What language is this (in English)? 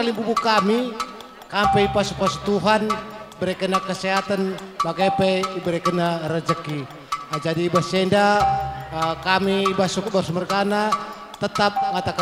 Batak Karo